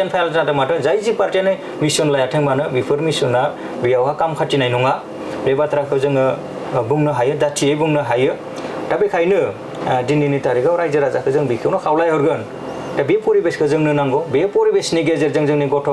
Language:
Bodo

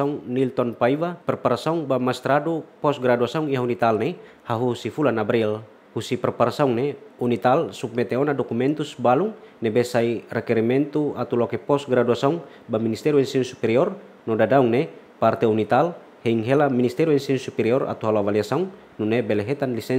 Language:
Tetum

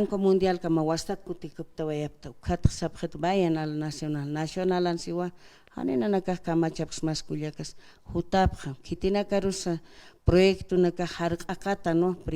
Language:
Aymara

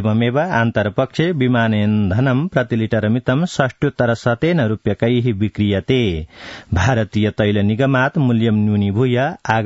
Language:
Sanskrit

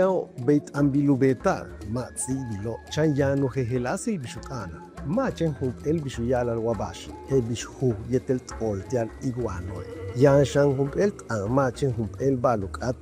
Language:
Yucateco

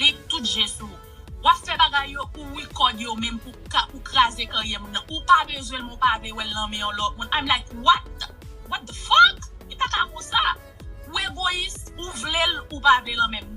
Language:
Haitian Creole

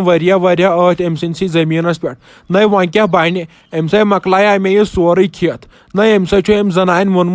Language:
Kashmiri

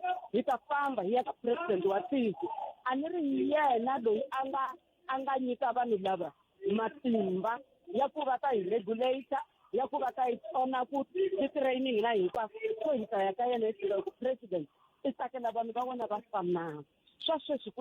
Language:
Tsonga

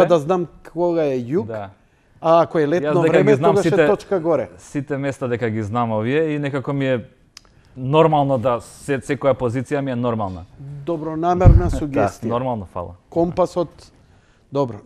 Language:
Macedonian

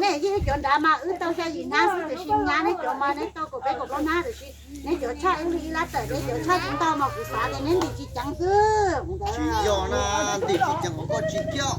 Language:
Hmong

